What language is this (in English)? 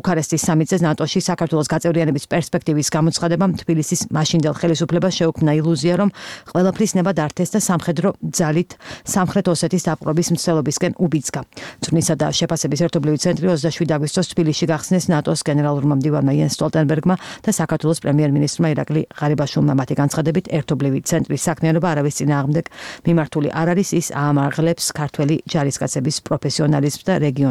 Georgian